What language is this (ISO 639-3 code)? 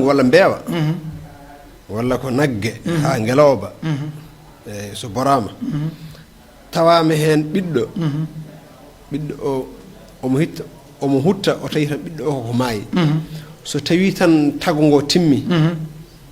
ful